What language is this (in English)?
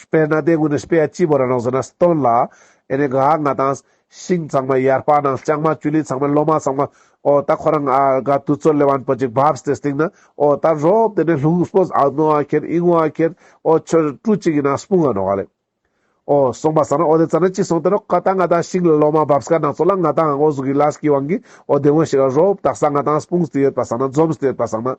Ladakhi